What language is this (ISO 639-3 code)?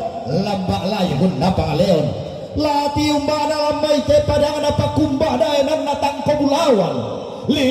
sda